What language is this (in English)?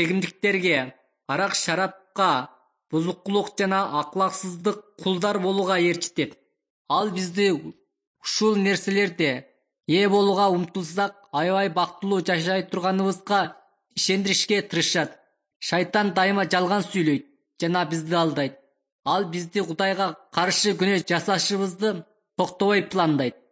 Kyrgyz